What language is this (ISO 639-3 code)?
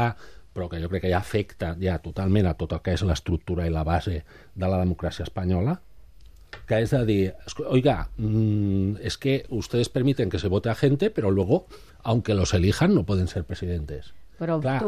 cat